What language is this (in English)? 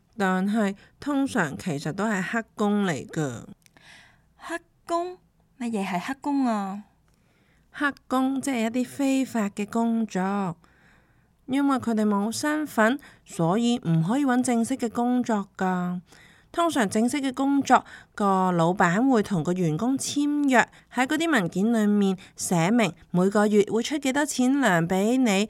Cantonese